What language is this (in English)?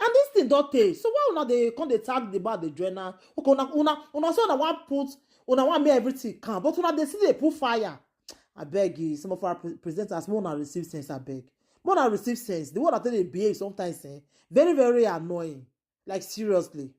Nigerian Pidgin